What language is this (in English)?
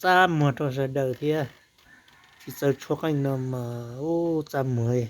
Hmong